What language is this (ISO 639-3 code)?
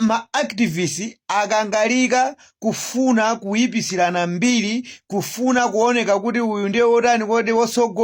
nya